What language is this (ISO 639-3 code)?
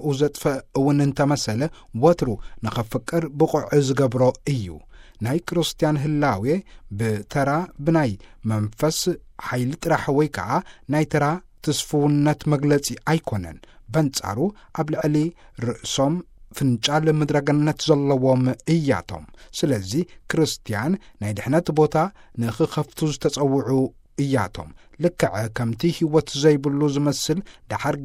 tir